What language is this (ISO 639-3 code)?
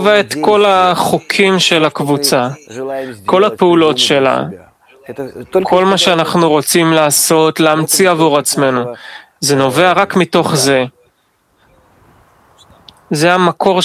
heb